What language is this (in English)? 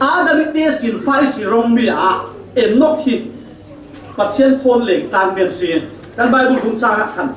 Falam Chin